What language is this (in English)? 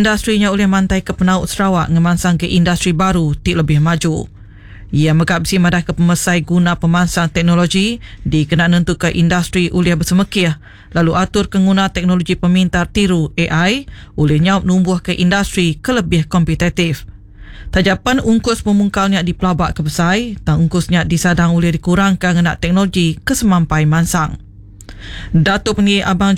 Iban